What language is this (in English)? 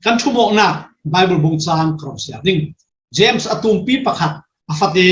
Falam Chin